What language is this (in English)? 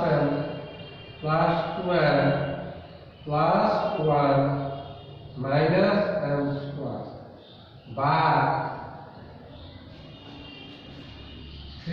Bangla